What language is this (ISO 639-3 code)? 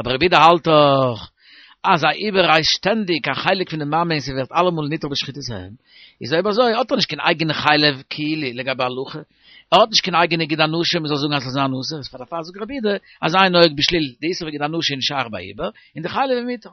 yid